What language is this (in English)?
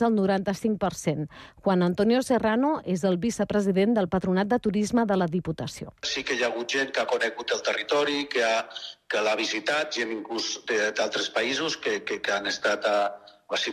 Catalan